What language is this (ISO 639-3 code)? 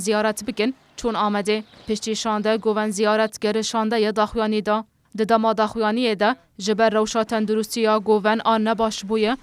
kur